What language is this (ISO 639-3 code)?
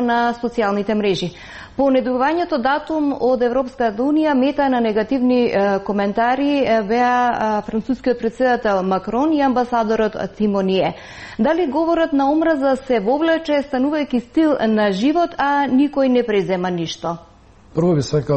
mkd